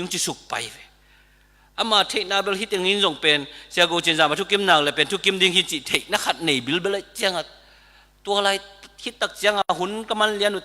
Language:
Tedim Chin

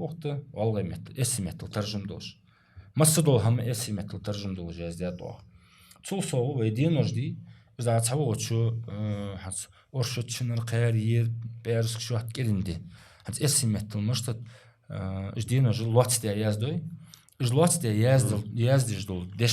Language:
Ingush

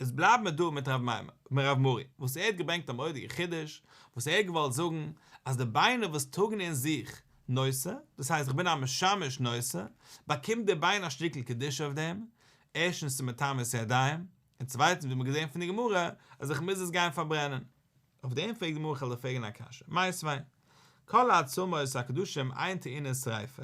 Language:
Yiddish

